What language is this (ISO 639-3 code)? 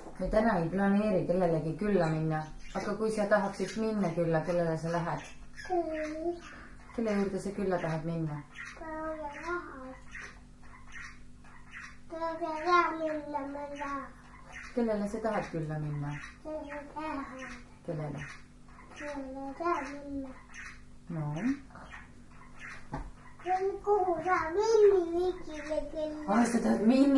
est